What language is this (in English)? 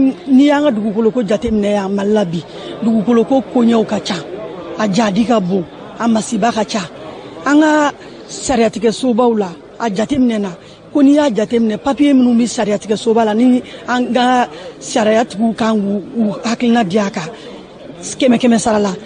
Bambara